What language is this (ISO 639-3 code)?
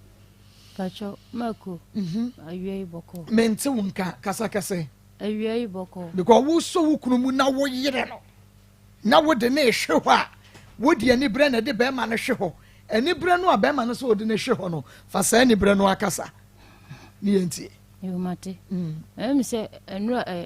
aka